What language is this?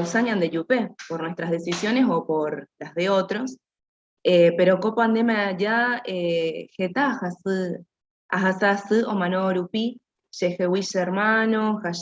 Guarani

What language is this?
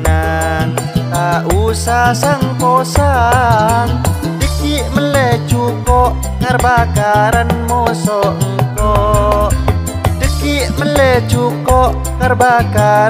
Madurese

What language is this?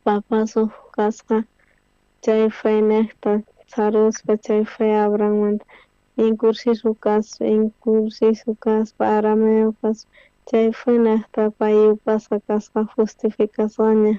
South Bolivian Quechua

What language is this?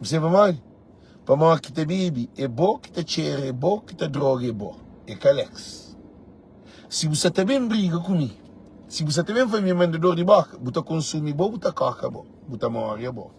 Kabuverdianu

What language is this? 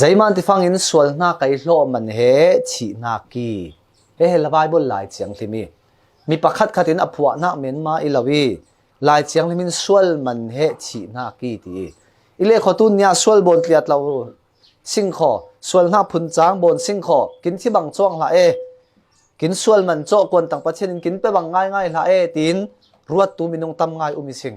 Falam Chin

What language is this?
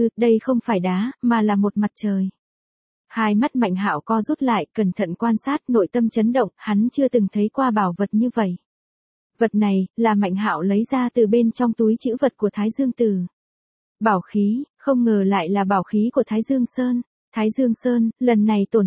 Vietnamese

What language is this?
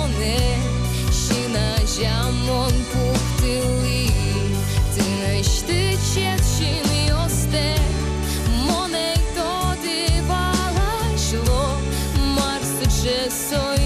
Udmurt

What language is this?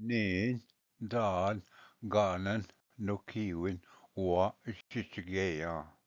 Ojibwa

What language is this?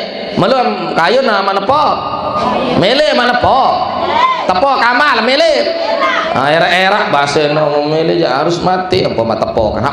Sasak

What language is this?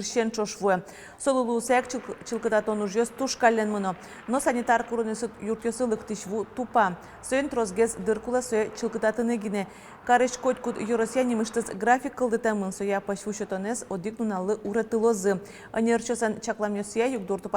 Udmurt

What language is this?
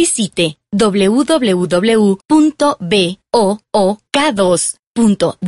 Albanian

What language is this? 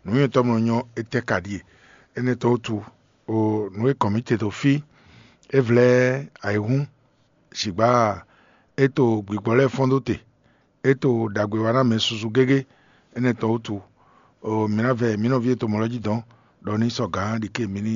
Fon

